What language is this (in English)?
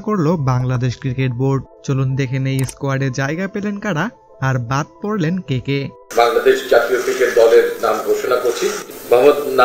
Bangla